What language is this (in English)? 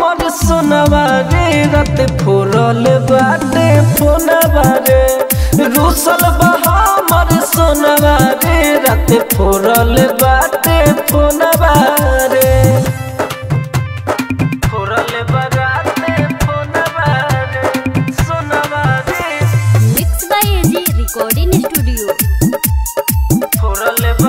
Bhojpuri